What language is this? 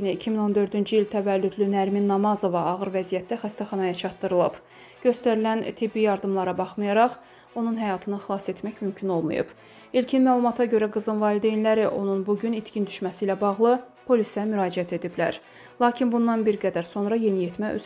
Azerbaijani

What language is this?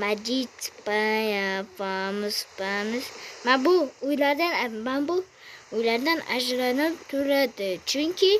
Uzbek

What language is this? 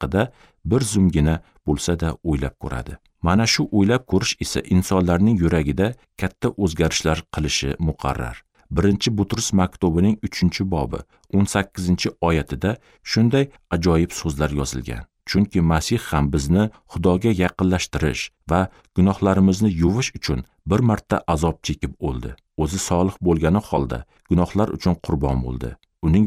Uzbek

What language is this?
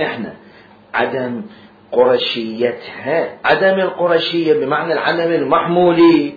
Mesopotamian Arabic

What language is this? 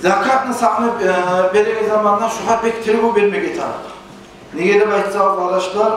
Kumyk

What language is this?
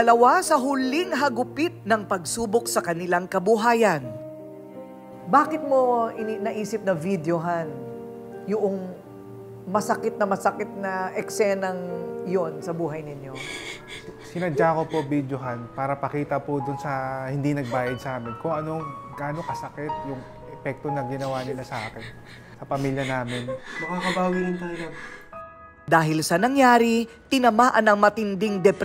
Filipino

